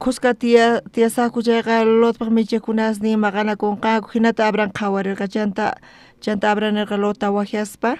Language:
South Bolivian Quechua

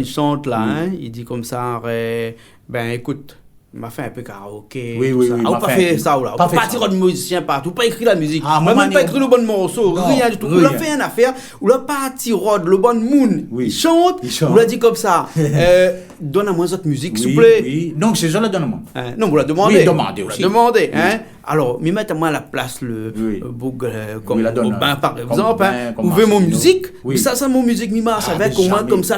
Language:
Réunion Creole French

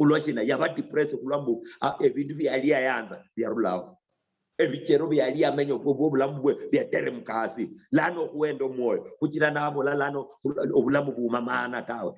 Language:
Luyia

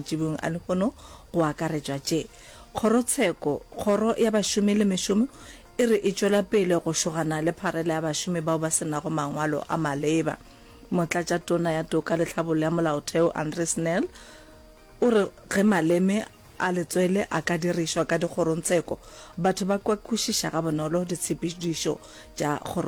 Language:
Northern Sotho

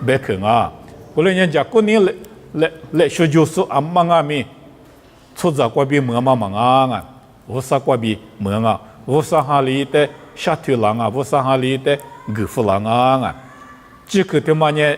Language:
Lisu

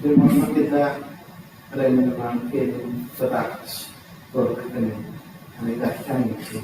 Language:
Welsh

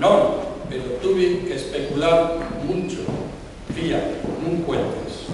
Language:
Asturian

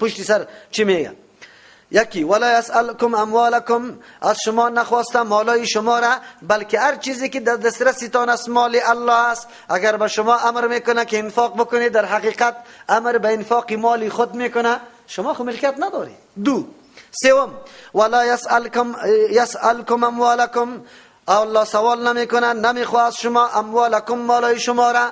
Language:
Persian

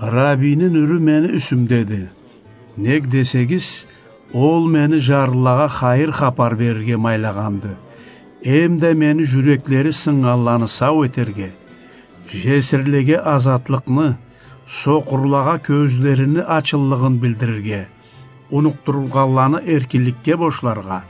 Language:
Karachay-Balkar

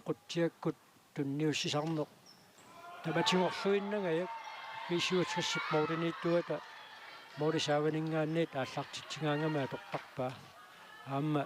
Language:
Kalaallisut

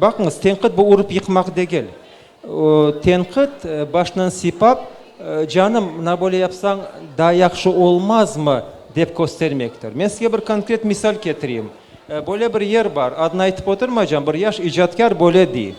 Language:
Crimean Tatar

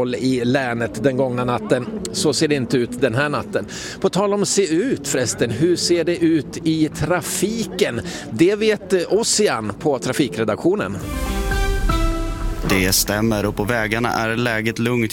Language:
Swedish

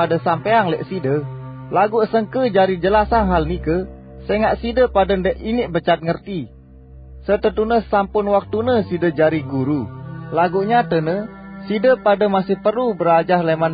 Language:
Sasak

